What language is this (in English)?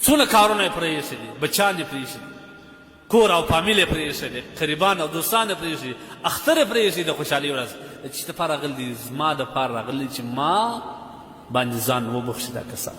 Pashto